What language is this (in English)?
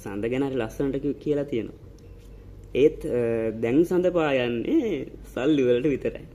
Sinhala